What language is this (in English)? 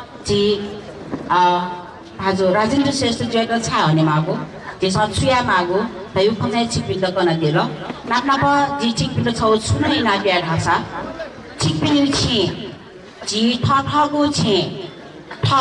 Newari